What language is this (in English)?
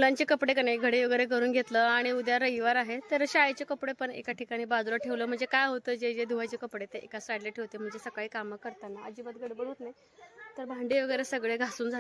Marathi